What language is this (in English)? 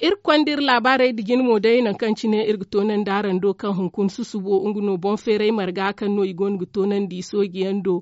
Zarma